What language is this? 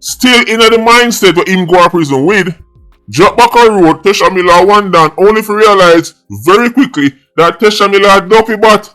Jamaican Creole English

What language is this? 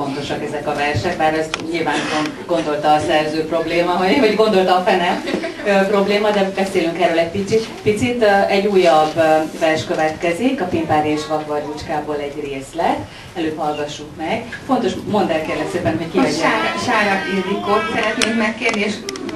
Hungarian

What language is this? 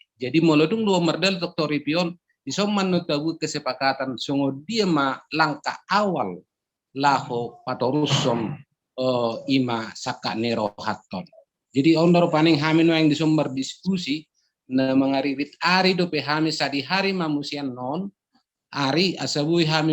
Batak Toba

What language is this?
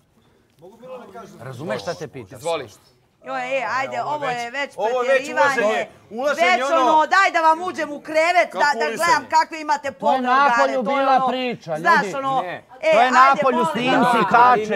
Bosnian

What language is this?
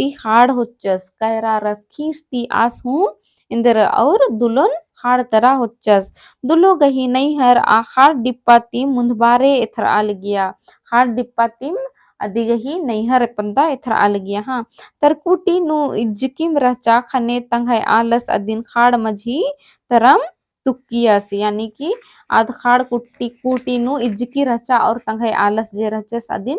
Kurukh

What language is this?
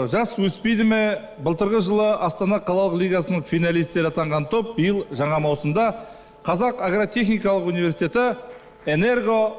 Kazakh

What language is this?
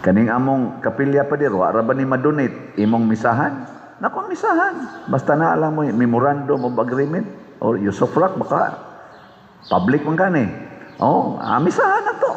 Cebuano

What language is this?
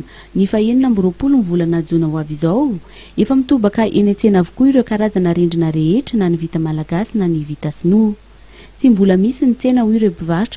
Malagasy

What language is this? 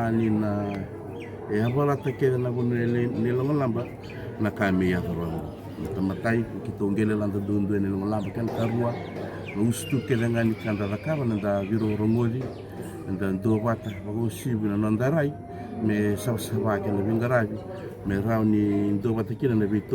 Fijian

